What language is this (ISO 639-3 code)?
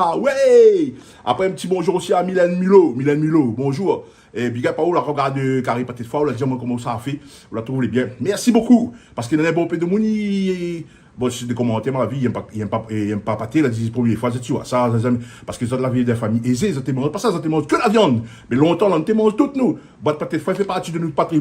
rcf